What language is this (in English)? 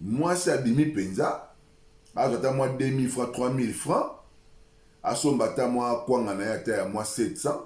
Lingala